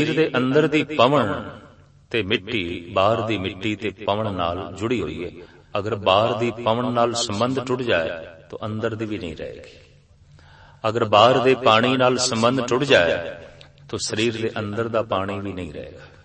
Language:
Punjabi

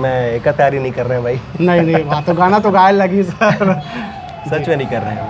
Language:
Chhattisgarhi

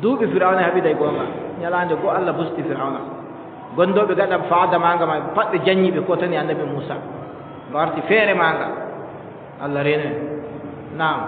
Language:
Adamawa Fulfulde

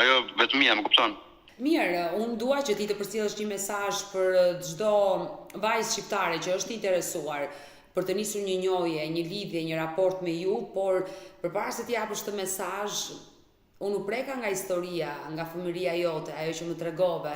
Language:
Albanian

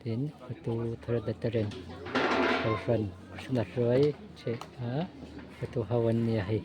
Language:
Mizo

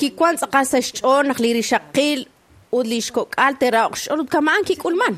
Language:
Kekchí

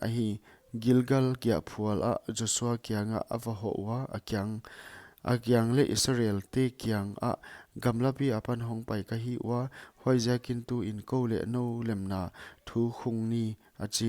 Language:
Paite Chin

